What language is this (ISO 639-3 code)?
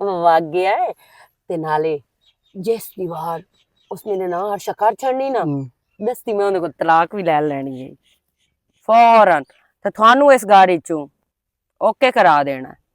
lah